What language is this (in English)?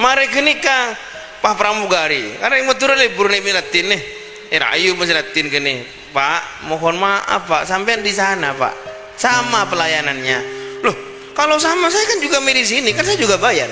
Madurese